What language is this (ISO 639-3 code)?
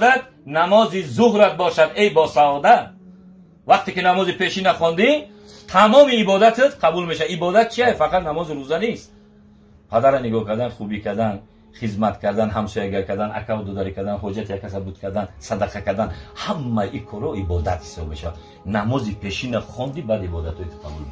tgk